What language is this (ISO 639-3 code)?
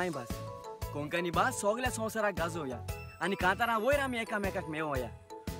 kok